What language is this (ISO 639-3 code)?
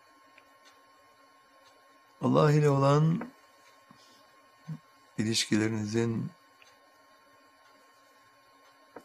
tur